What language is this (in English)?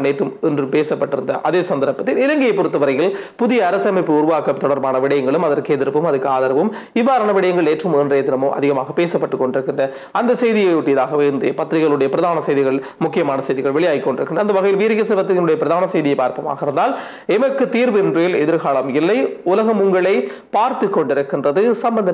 Tamil